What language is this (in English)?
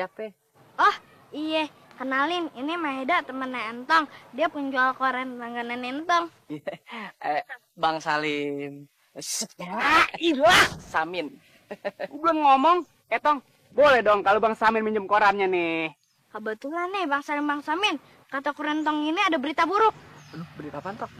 Betawi